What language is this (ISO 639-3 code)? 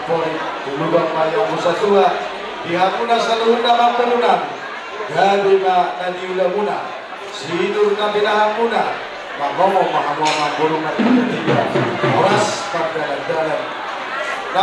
bbc